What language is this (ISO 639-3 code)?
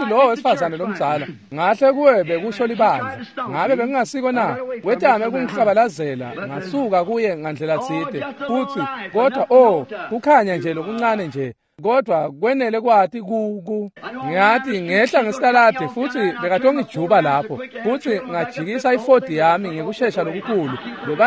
ssw